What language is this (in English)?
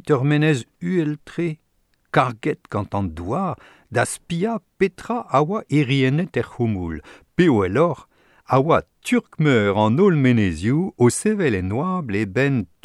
Breton